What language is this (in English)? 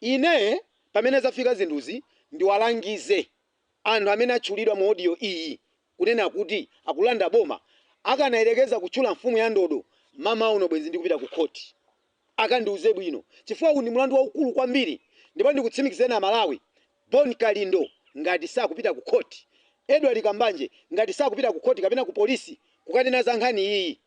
Nyanja